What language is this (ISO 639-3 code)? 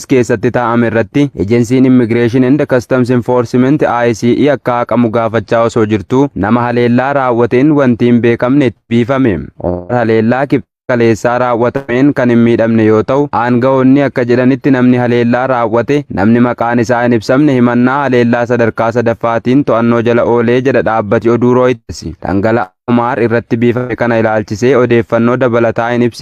orm